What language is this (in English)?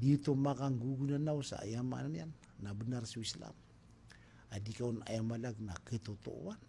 Maranao